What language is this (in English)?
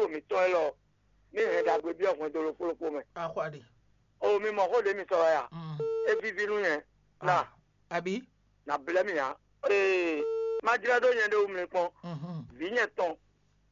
Fon